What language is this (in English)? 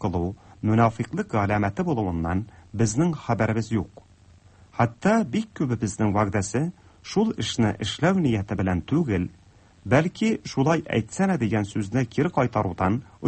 Tatar